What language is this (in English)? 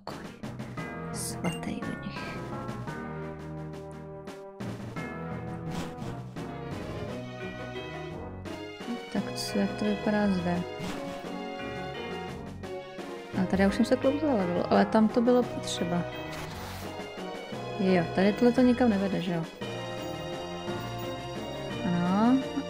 Czech